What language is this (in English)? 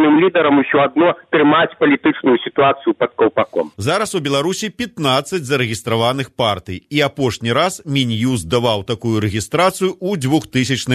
Belarusian